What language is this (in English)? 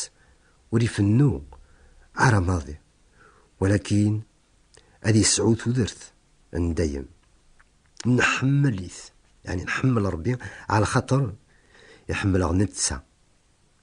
Kabyle